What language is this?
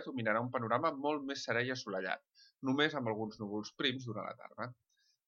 Catalan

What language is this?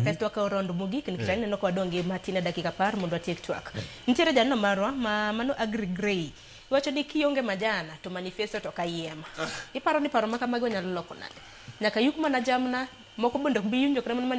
Luo (Kenya and Tanzania)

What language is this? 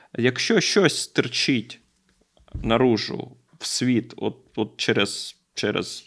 Ukrainian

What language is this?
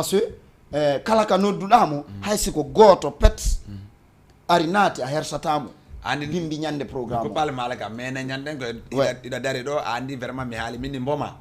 Fula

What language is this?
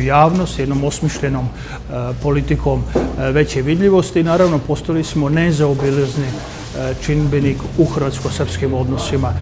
Croatian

